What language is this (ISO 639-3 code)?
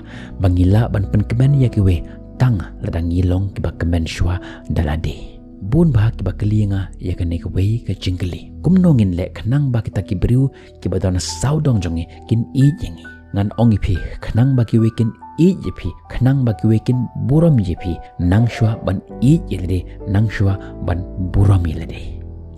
kha